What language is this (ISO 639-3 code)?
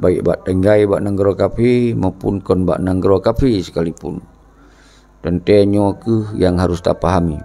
ace